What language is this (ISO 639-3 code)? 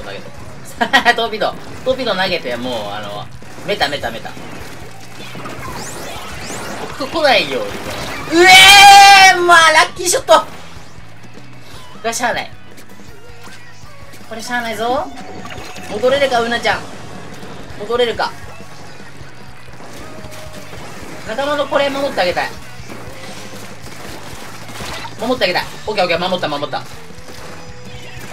jpn